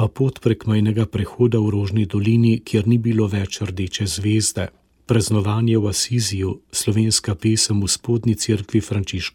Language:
Slovenian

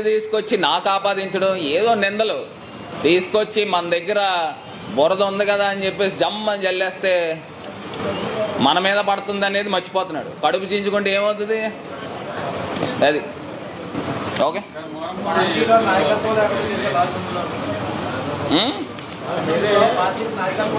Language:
Telugu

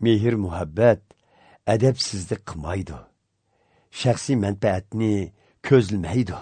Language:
Uyghur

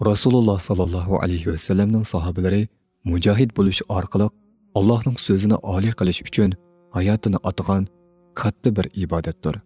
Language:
Uyghur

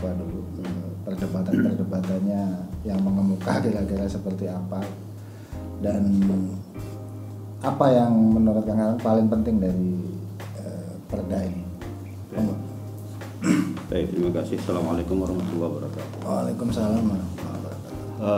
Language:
Indonesian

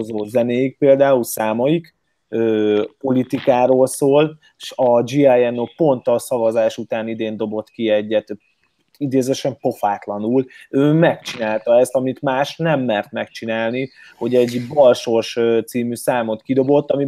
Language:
Hungarian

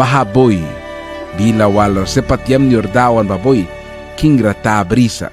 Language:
Mískito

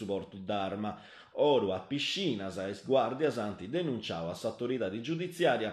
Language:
Sardinian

